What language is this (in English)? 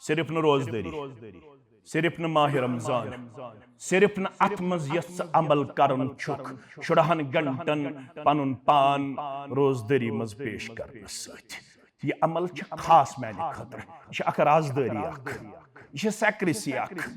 Kashmiri